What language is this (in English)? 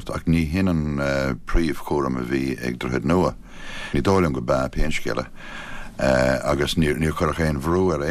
Irish